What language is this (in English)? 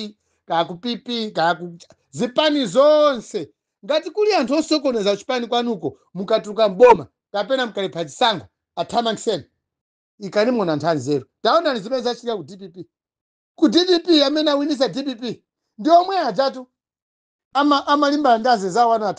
Nyanja